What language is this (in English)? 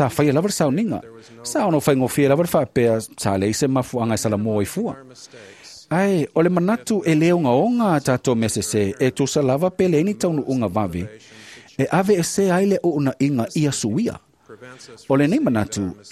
Samoan